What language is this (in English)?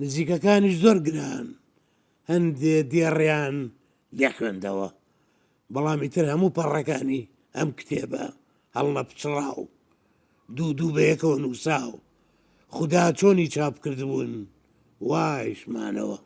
Central Kurdish